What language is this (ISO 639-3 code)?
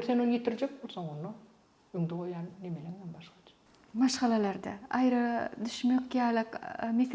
tuk